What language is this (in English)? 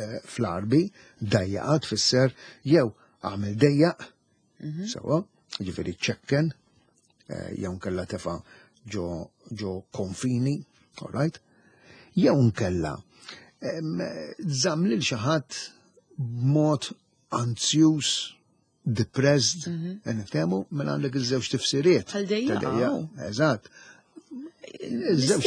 Maltese